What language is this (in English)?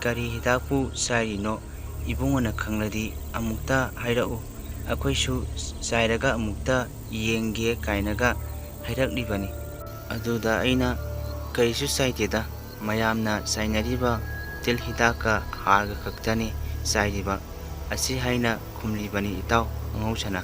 Manipuri